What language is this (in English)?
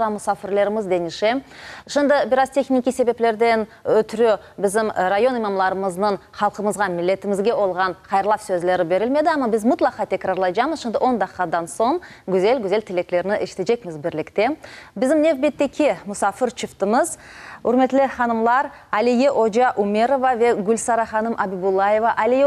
Crimean Tatar